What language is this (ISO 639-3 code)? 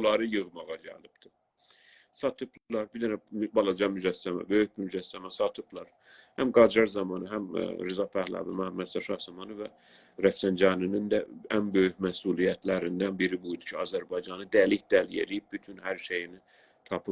azb